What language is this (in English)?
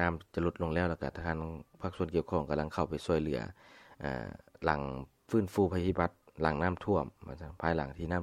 Lao